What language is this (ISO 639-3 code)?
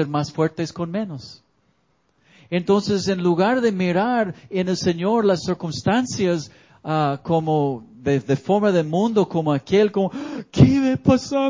spa